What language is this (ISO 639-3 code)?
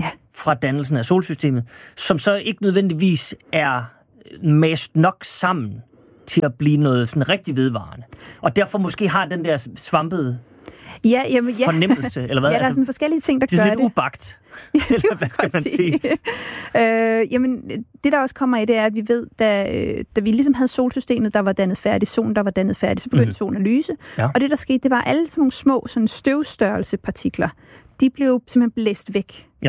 dan